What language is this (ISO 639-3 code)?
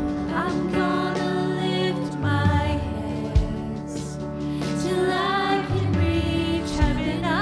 eng